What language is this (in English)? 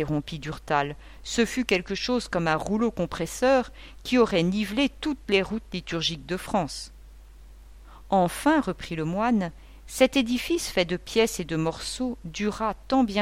French